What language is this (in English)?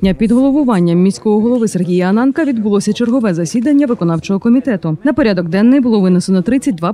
Ukrainian